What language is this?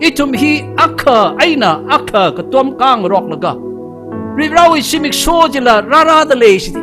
Tangkhul Naga (India)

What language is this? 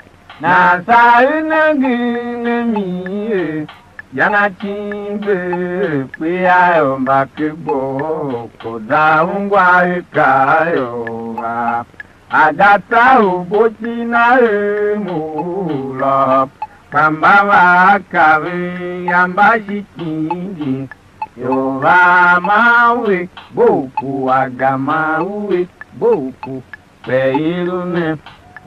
Tiv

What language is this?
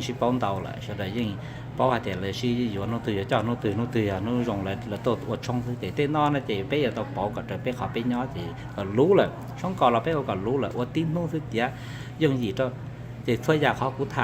Hmong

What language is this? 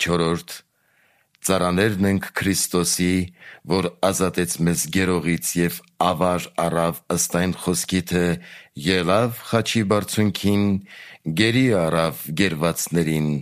Armenian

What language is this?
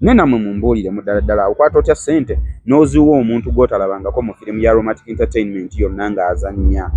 Ganda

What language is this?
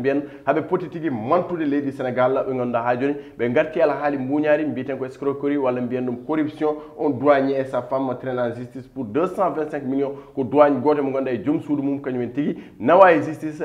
Fula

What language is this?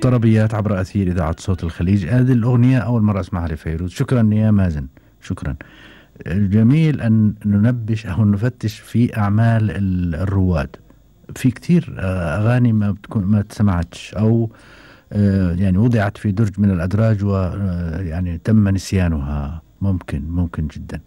Gulf Arabic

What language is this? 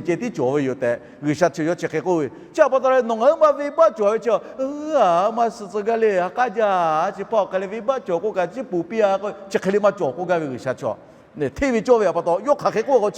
Lahu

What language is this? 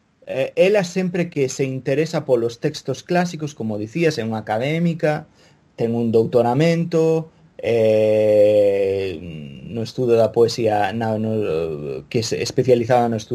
Galician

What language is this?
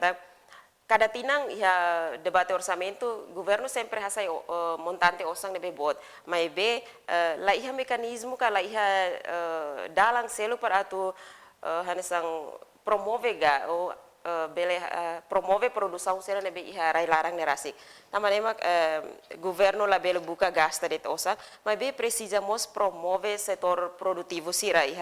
Tetum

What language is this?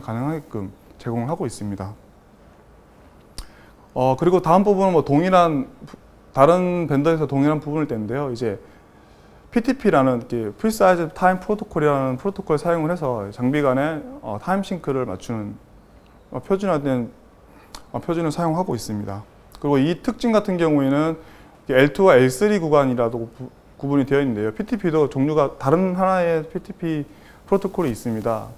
Korean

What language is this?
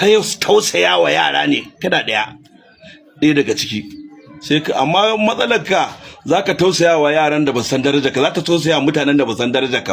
Hausa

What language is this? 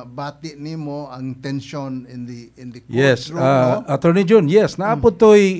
Cebuano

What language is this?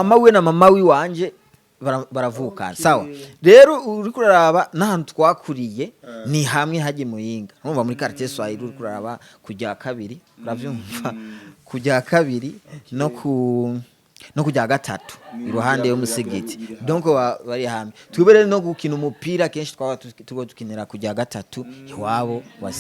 Rundi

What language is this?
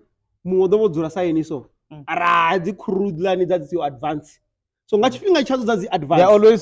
Venda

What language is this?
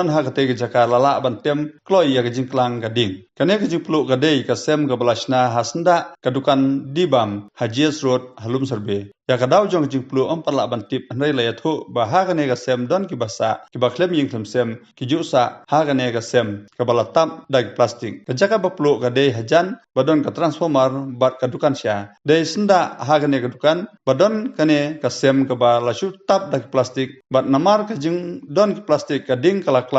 Khasi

